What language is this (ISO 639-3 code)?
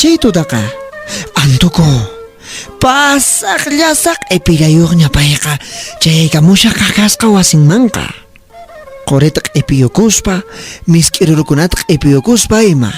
que